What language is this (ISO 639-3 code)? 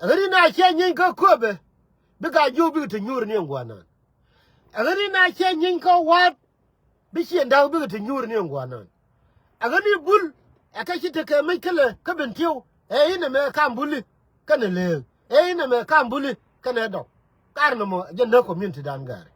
nus